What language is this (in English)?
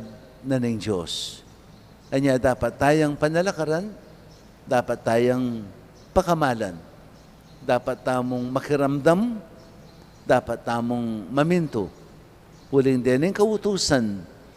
Pampanga